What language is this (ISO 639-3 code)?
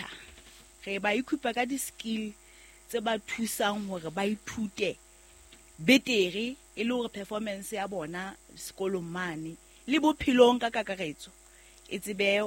sot